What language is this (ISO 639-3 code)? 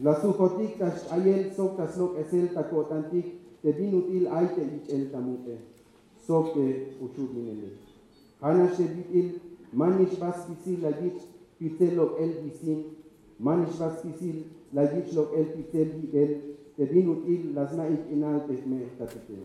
tzh